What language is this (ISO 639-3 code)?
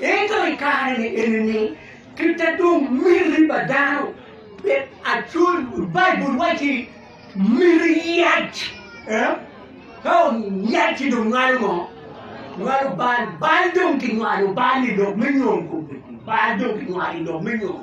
ach